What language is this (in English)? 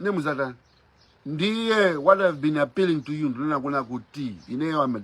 Nyanja